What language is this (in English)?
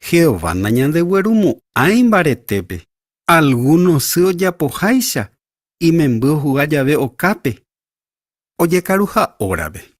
Guarani